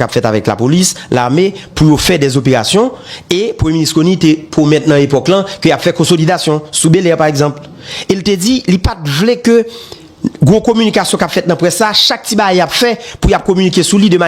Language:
Haitian Creole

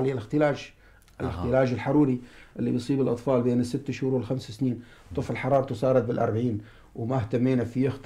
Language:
North Levantine Arabic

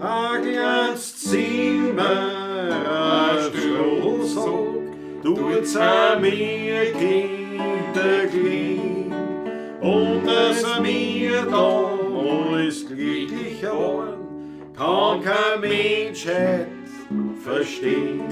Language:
Bavarian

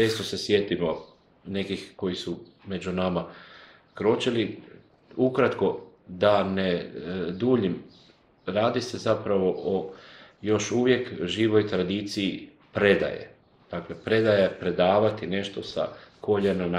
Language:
Croatian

